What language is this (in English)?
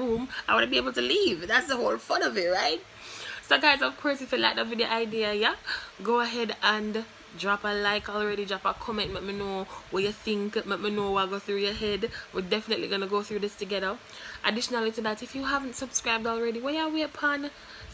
Jamaican Creole English